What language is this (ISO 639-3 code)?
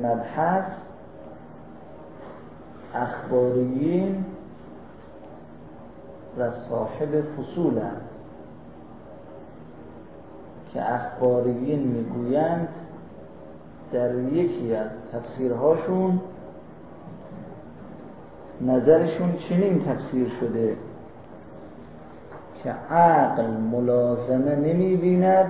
fas